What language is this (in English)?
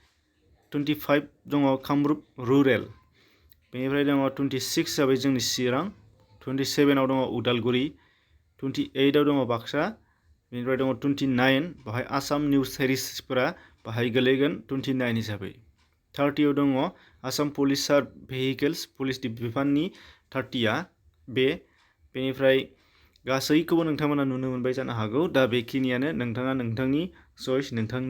Bodo